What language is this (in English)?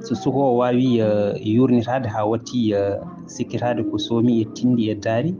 Fula